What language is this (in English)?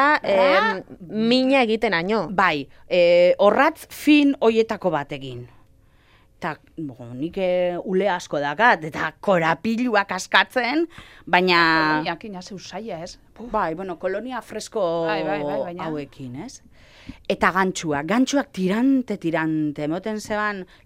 Basque